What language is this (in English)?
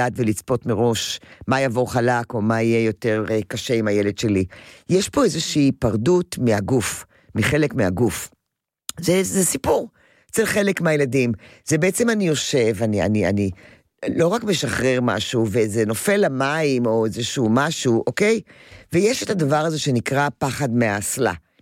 Hebrew